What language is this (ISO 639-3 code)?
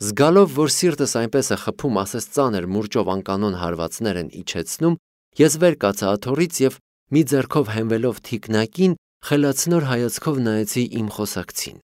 hye